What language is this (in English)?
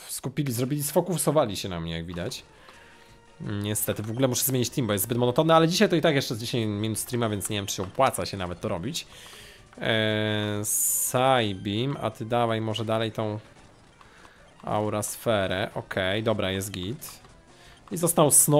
Polish